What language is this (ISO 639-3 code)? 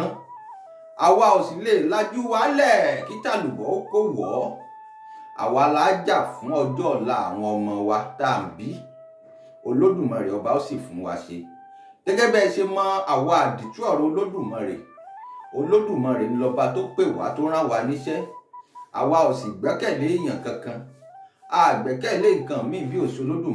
yor